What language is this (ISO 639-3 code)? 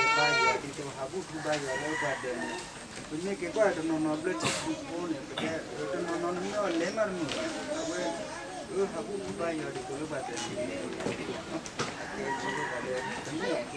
ksw